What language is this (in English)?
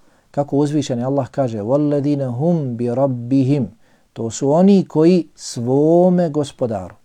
Bosnian